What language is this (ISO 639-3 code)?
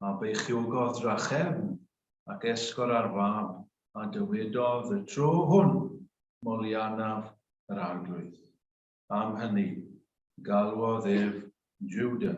cym